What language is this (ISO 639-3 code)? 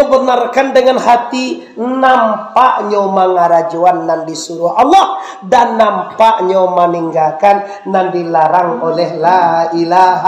min